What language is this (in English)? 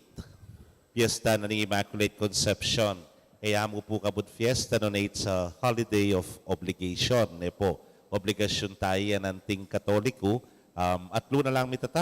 Pampanga